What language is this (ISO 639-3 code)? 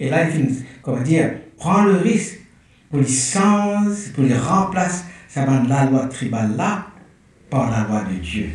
mfe